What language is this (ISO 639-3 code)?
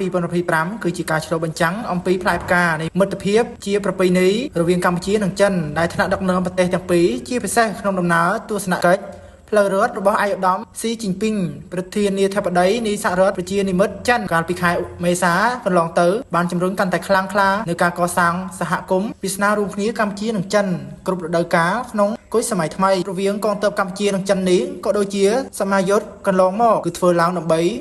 khm